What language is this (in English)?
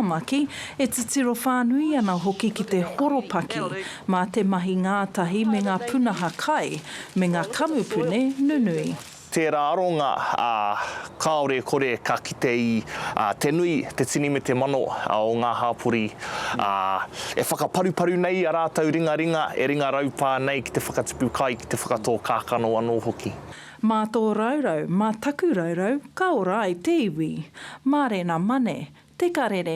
Māori